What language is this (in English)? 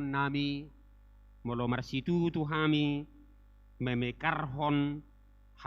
Batak Toba